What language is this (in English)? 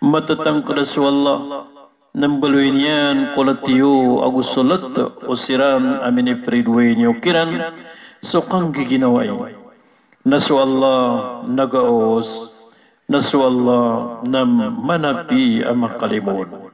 Maranao